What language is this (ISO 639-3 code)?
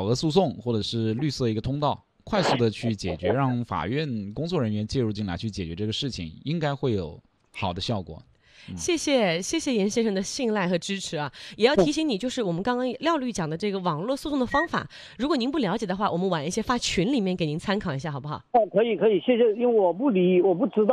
zho